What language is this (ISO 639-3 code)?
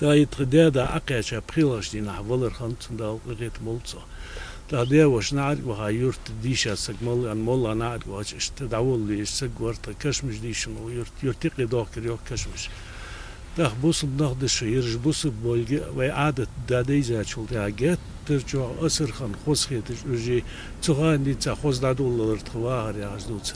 inh